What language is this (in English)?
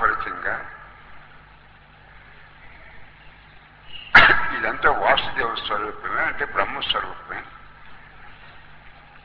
Telugu